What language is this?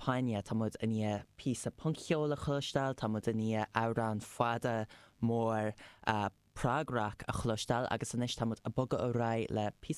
Irish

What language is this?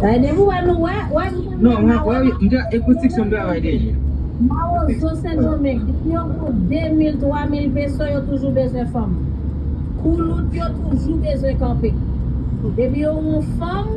Haitian Creole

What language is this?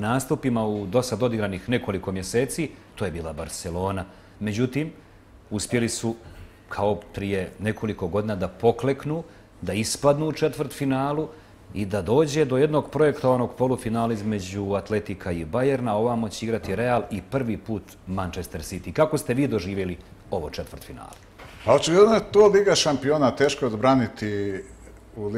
Bosnian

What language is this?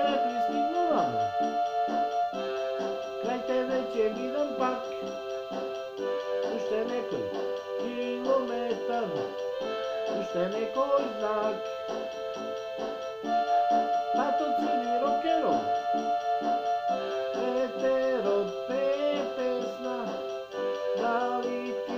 Macedonian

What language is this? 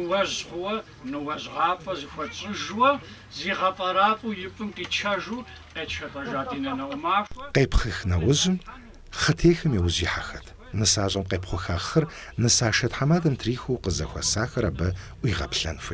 Kabardian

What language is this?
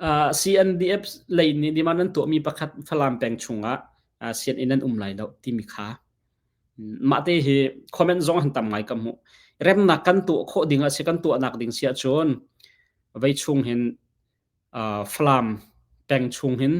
Hakha Chin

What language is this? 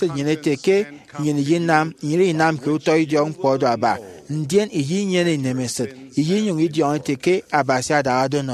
Efik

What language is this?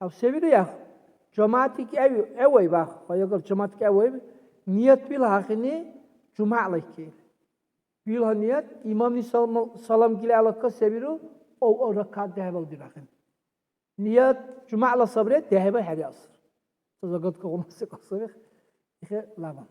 Dargwa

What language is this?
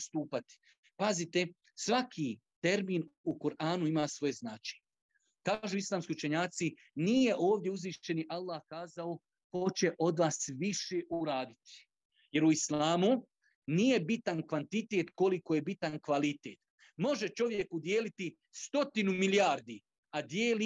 Bosnian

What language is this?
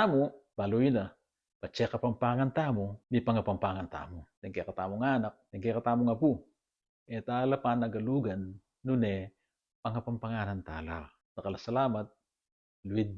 Pampanga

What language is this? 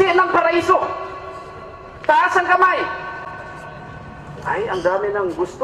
Filipino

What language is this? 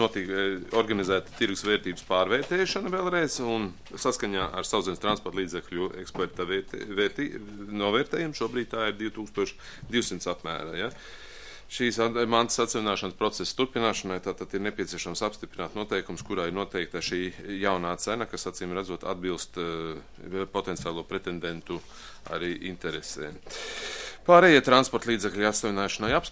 Latvian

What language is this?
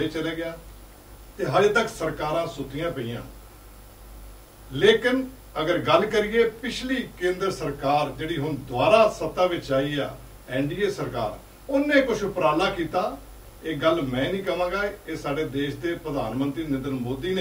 Punjabi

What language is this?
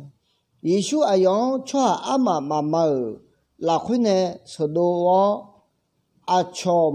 Akha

